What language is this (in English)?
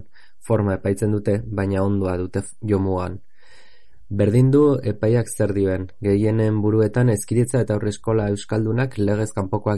Basque